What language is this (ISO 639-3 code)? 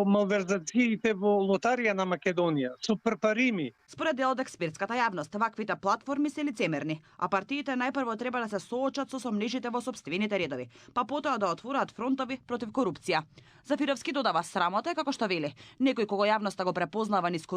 mkd